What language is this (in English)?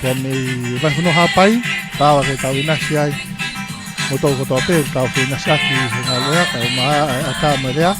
Tongan